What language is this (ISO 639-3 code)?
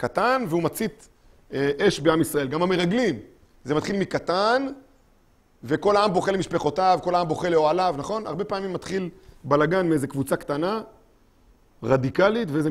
heb